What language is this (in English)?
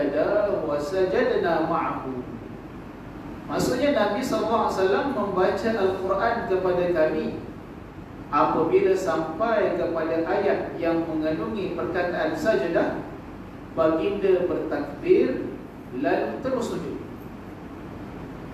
Malay